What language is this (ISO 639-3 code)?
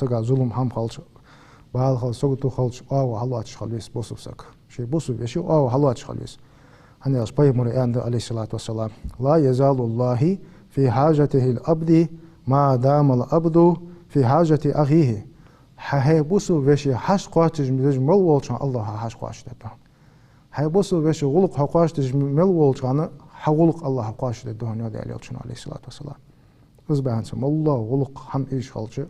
inh